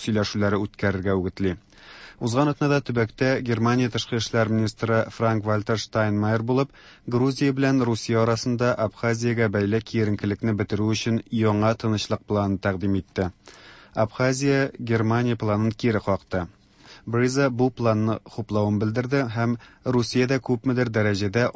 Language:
Tatar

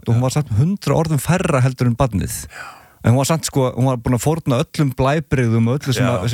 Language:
Icelandic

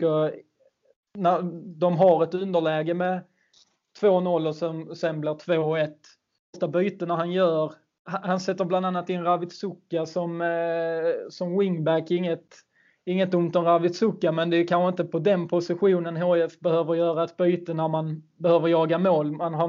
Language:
Swedish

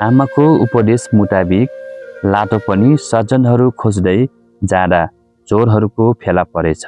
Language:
Nepali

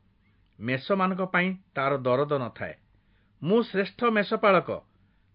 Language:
Odia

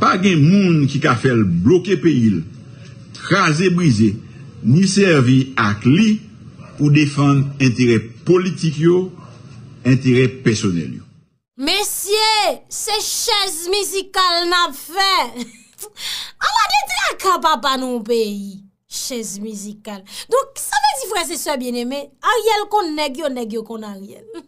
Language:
Haitian Creole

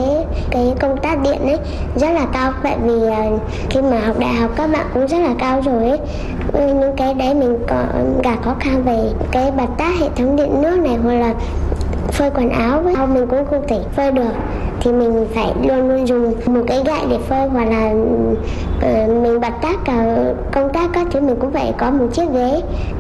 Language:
Vietnamese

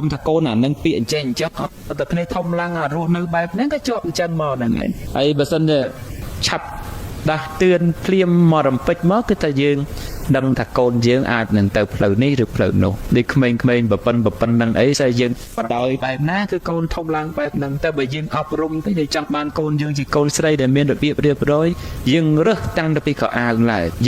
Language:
Khmer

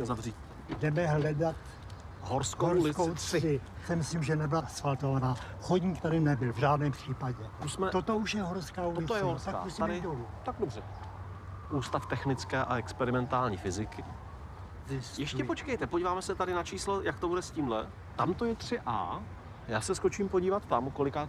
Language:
Czech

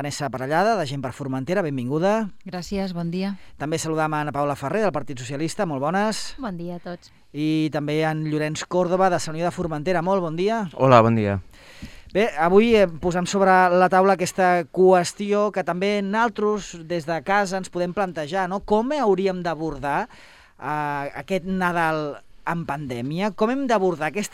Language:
Catalan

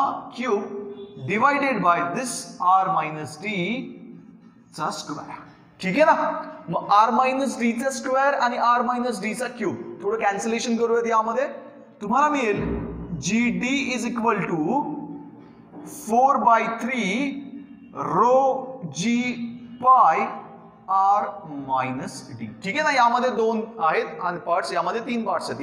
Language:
Marathi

